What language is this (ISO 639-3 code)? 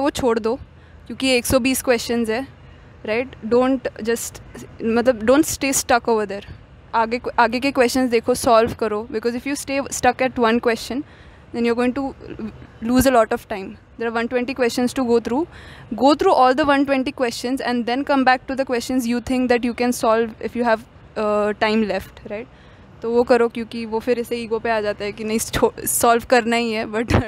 hin